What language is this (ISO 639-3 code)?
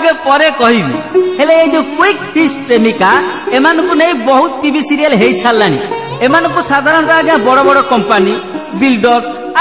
ori